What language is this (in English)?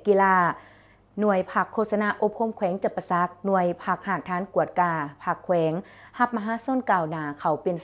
Lao